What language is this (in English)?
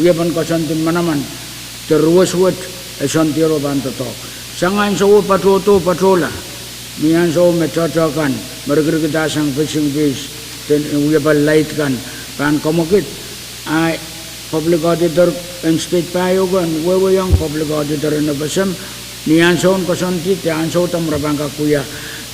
Pohnpeian